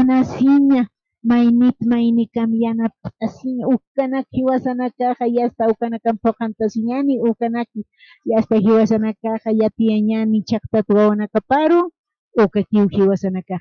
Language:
Aymara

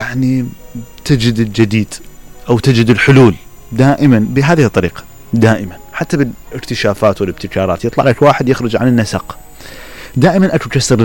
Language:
Mesopotamian Arabic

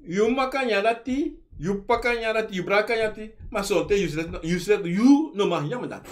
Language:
Sranan Tongo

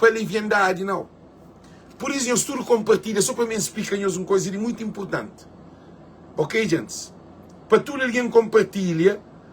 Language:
Kabuverdianu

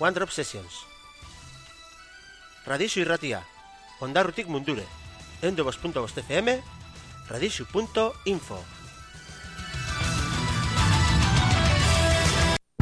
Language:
Basque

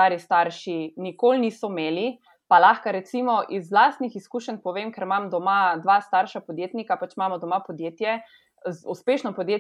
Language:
Slovenian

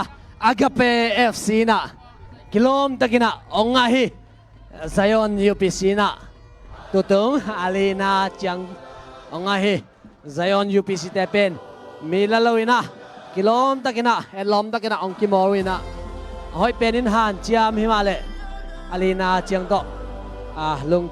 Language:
Tedim Chin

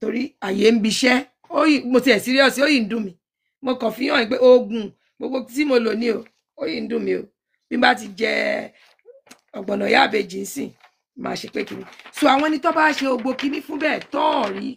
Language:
Yoruba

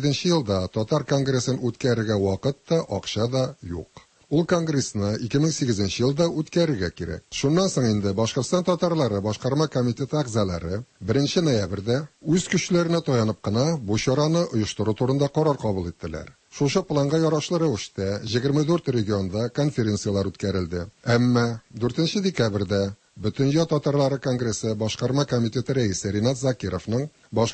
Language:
Tatar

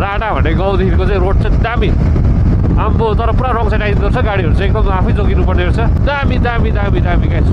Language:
Nepali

